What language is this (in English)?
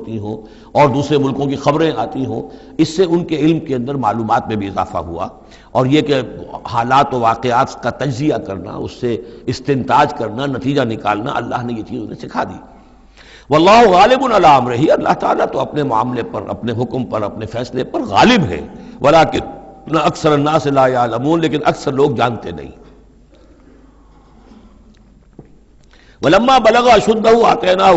Urdu